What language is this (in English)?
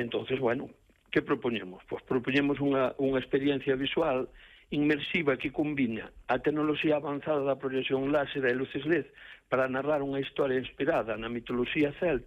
Galician